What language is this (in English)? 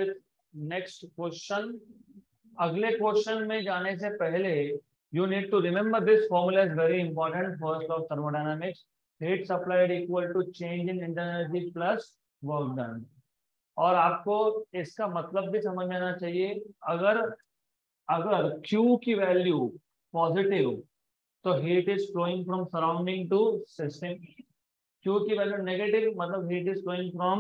Hindi